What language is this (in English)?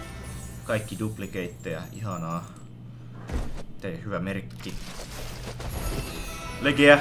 Finnish